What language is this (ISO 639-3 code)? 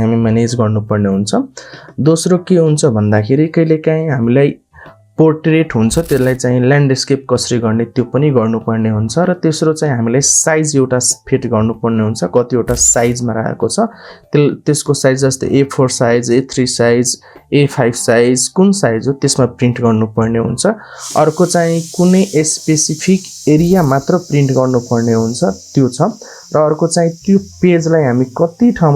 nep